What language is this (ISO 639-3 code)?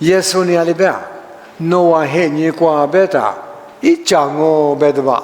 lis